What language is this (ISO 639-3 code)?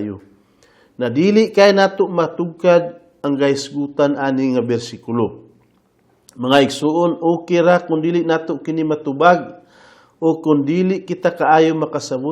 ceb